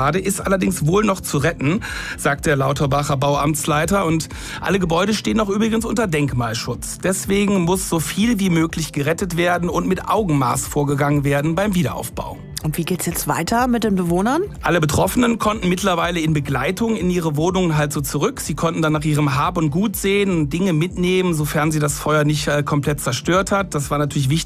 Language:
German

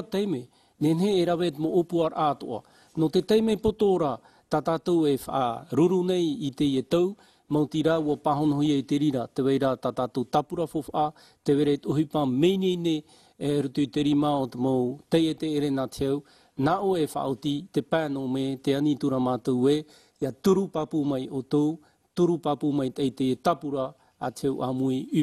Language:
Tahitian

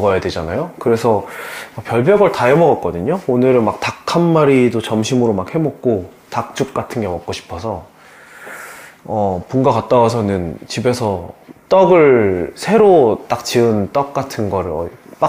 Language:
Korean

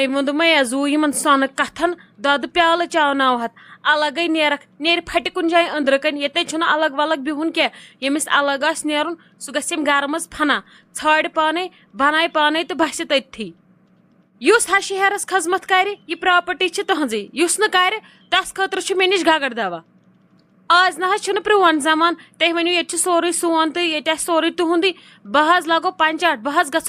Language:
Kashmiri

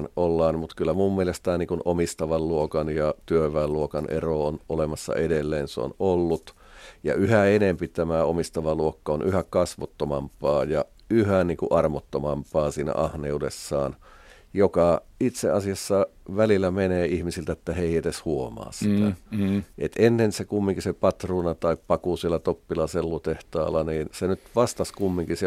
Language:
Finnish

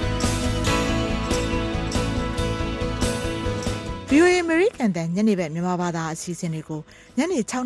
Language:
Burmese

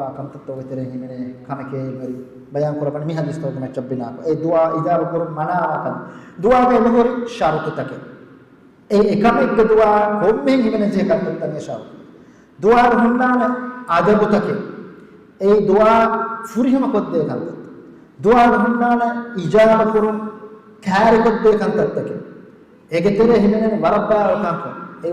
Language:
Divehi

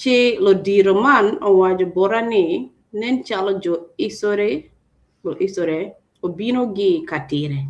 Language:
Acoli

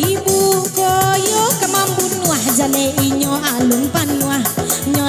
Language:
Minangkabau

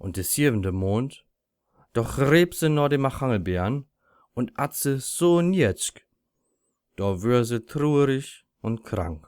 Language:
Low German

